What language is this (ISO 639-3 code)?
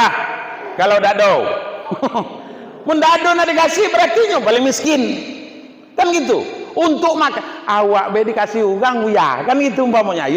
min